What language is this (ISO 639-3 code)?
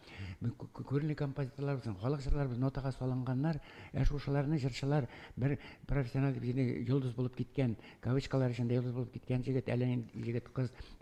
tat